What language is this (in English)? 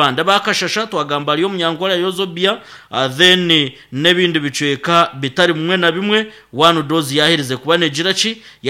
Nyankole